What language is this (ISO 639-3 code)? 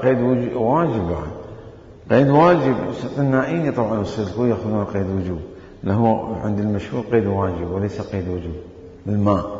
acm